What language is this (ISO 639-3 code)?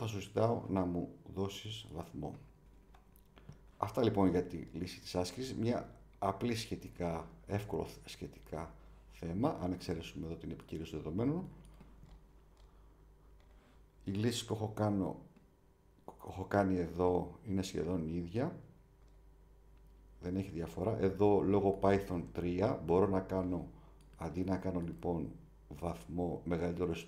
ell